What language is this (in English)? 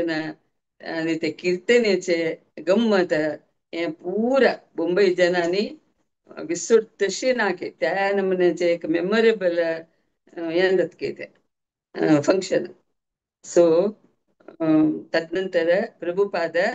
Konkani